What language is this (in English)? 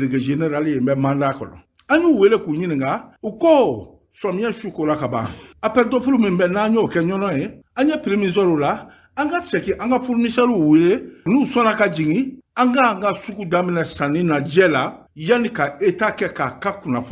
Bambara